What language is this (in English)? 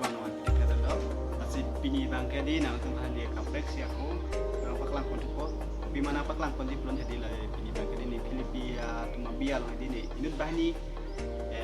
Karbi